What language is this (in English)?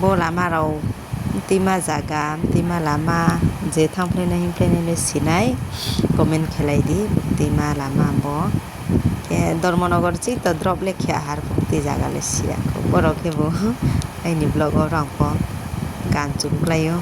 Riang (India)